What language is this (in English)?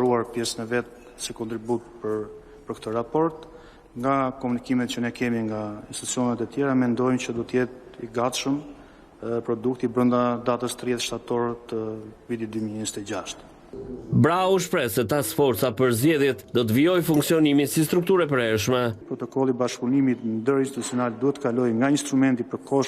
Albanian